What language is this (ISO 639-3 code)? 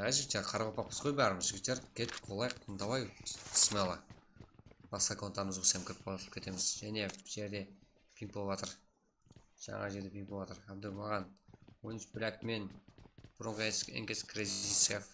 kaa